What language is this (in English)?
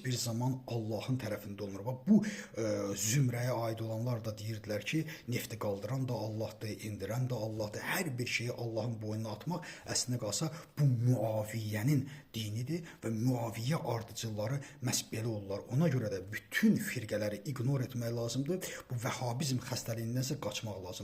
Azerbaijani